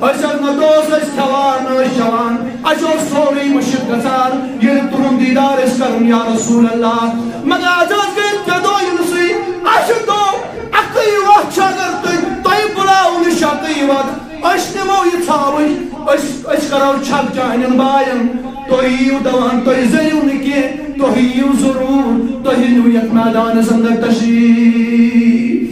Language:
Kashmiri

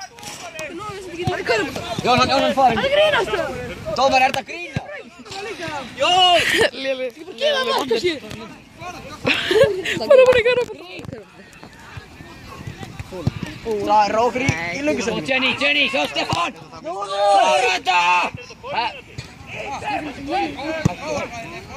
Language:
Icelandic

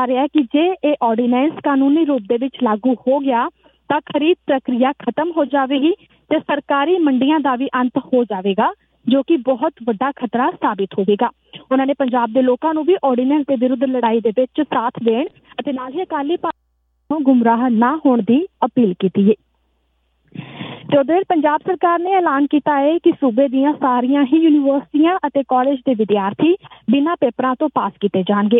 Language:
Punjabi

